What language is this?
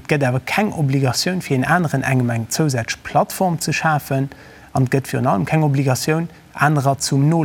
Luxembourgish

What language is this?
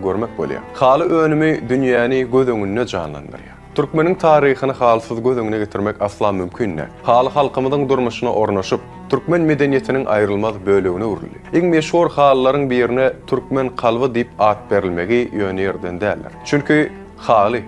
Turkmen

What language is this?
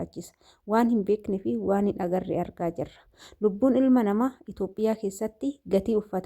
Oromo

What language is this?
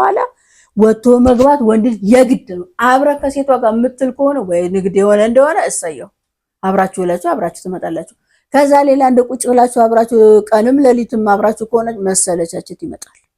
Amharic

